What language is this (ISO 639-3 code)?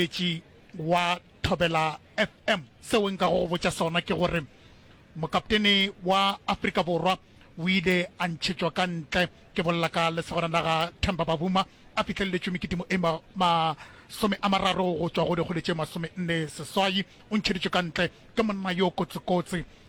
nso